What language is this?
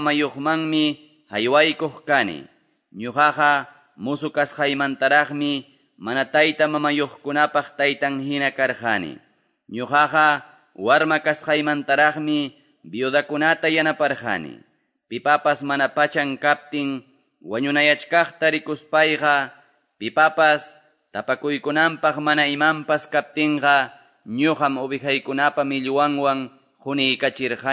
Quechua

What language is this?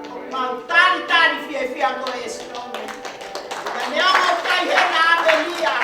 Tongan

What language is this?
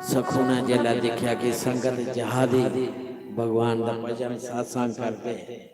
Dogri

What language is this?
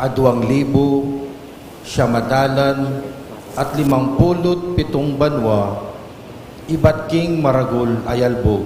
Pampanga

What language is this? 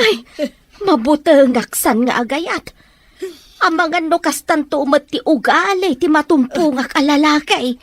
Iloko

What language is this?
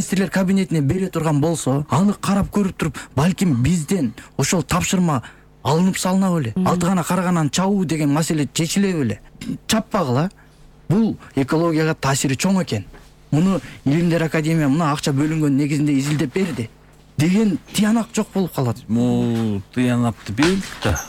Kyrgyz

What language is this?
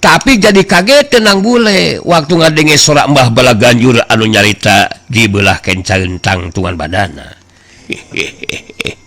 Sundanese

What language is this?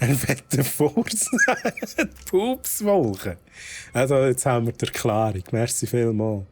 Swiss German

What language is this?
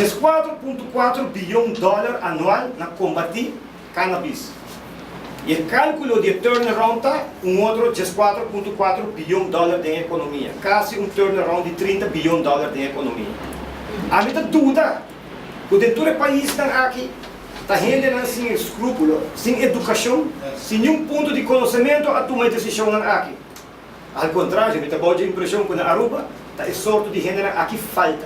Papiamento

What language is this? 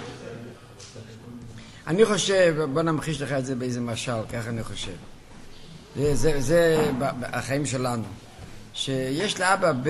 Hebrew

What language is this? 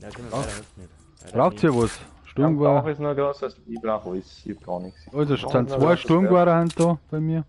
Bavarian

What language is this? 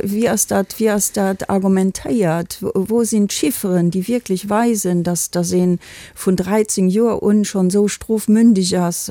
Luxembourgish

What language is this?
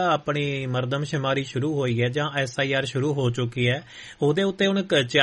Punjabi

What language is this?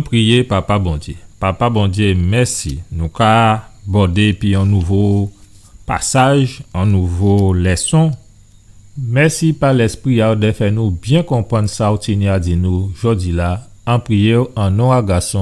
Guadeloupean Creole French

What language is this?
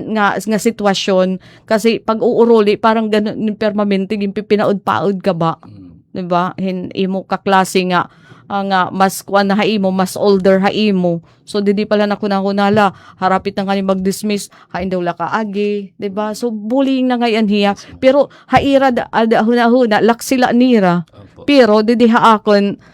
Waray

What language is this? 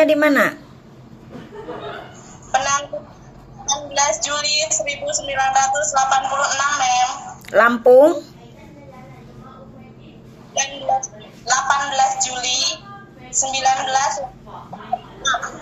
Indonesian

